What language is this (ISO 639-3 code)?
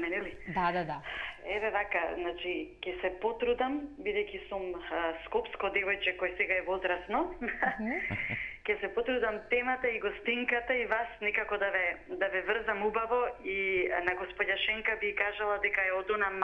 mkd